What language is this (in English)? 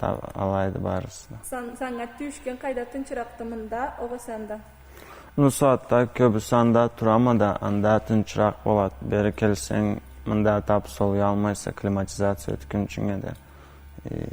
Karachay-Balkar